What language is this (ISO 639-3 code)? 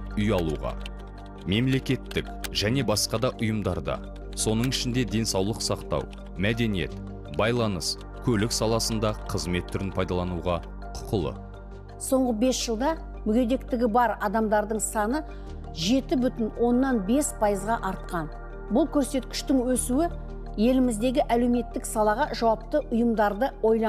kaz